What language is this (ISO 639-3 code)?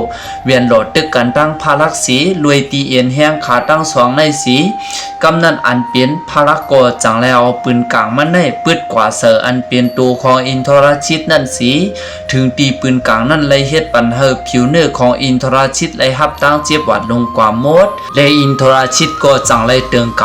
shn